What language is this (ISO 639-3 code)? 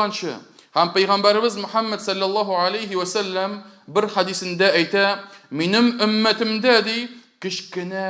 tat